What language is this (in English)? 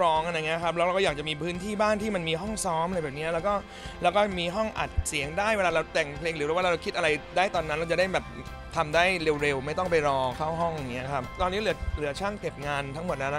Thai